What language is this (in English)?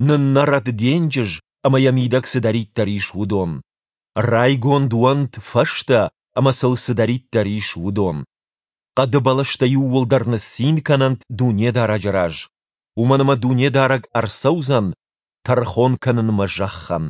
Ossetic